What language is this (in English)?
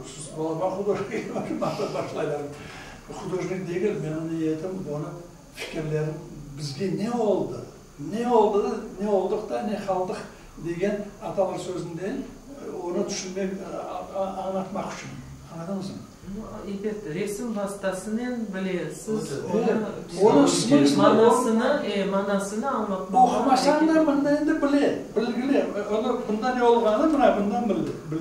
Crimean Tatar